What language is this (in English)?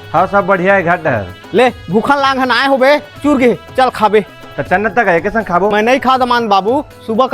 Chhattisgarhi